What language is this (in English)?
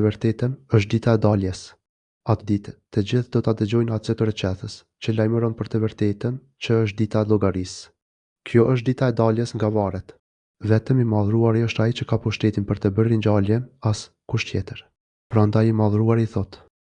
Albanian